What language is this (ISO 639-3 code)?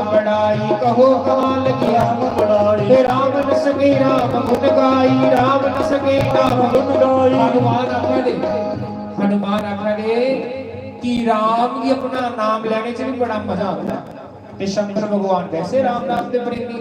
doi